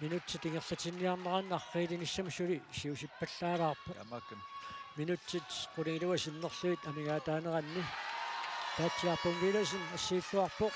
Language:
Kalaallisut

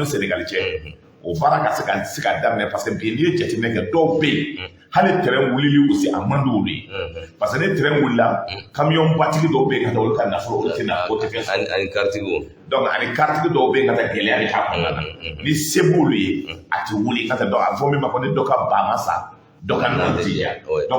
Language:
Bambara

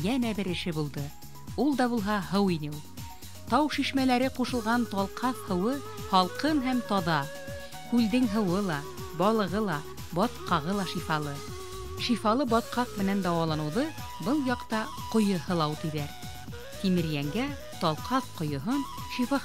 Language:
Bashkir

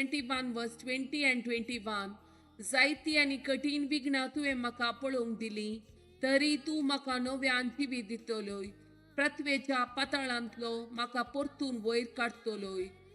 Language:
Konkani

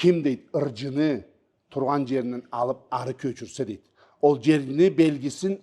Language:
Karachay-Balkar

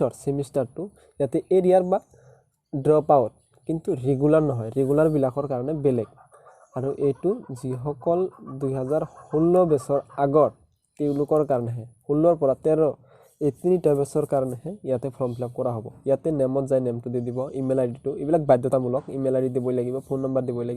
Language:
Assamese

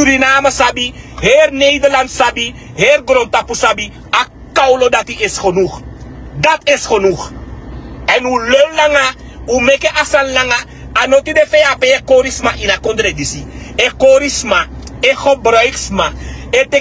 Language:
Sranan Tongo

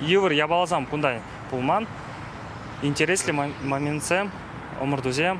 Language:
Chuvash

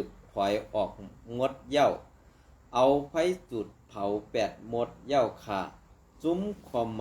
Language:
Shan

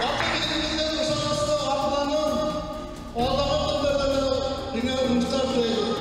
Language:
Bashkir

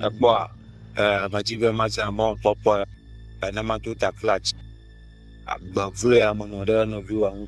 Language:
Ewe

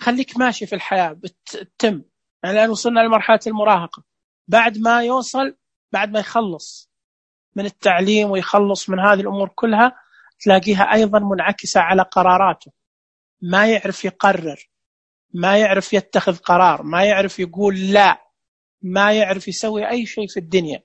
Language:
Najdi Arabic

